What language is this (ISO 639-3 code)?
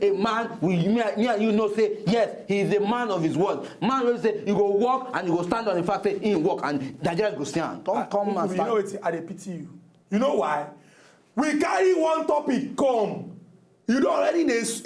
pcm